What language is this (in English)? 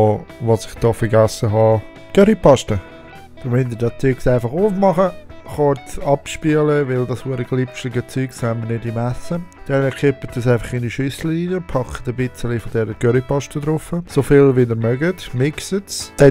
Swiss German